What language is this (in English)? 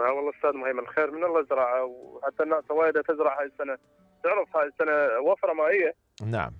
Mesopotamian Arabic